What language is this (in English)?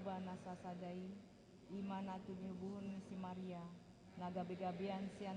Batak Toba